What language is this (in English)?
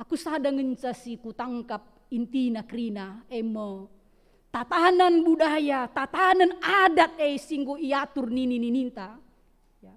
Batak Karo